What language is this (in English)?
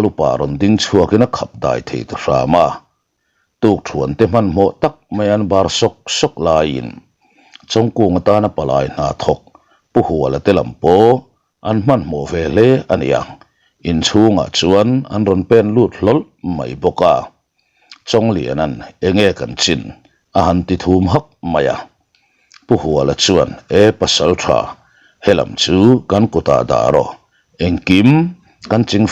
Mizo